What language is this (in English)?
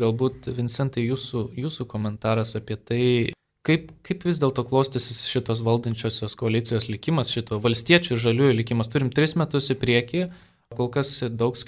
Lithuanian